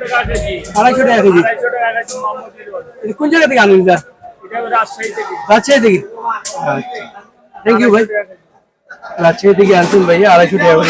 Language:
Sylheti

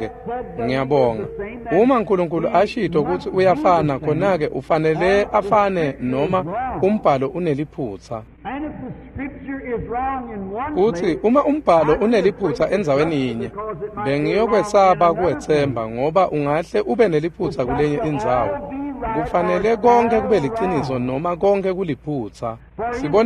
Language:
Swati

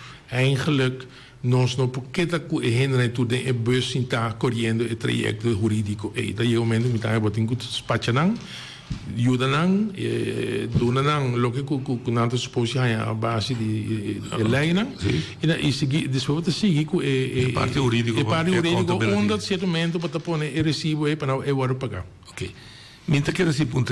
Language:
Papiamento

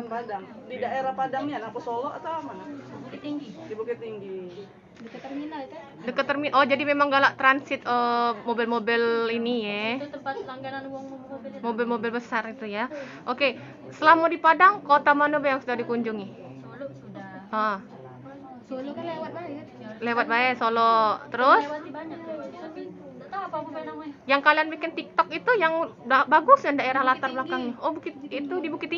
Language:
Musi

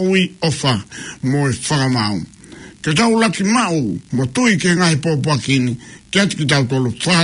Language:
Tongan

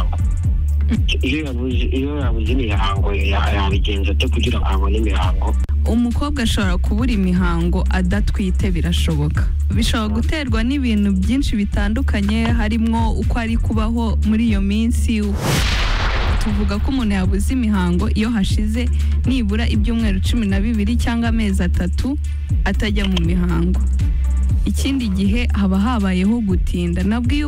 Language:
Kinyarwanda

